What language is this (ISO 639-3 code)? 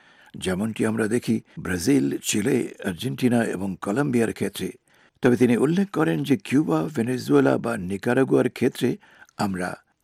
ben